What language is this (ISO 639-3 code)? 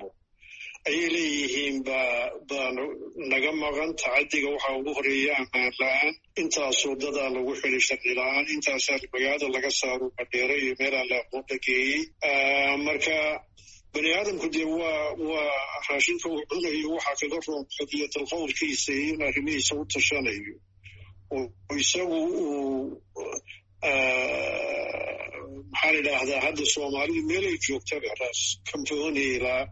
som